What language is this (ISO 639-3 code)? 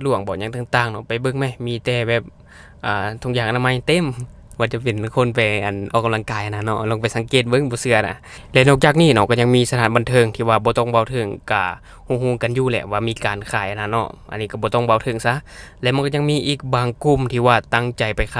lao